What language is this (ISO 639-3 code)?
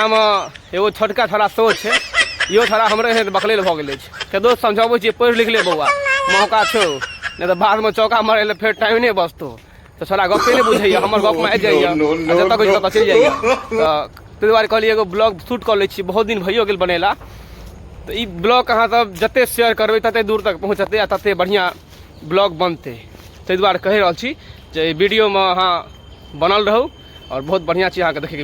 mai